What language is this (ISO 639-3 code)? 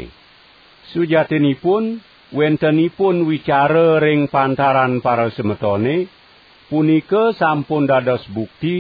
ban